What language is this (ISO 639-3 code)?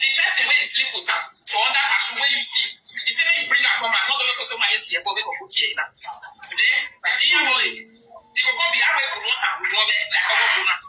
pcm